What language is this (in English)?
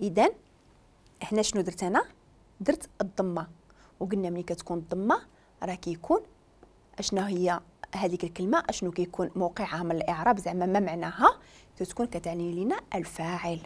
Moroccan Arabic